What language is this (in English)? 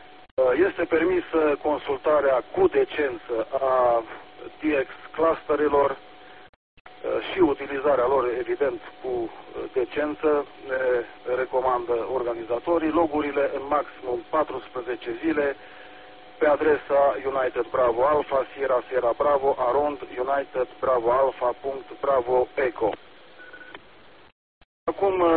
Romanian